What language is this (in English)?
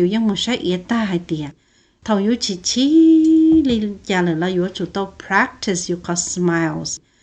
Hmong